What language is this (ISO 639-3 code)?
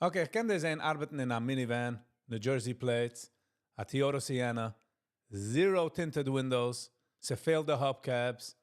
yid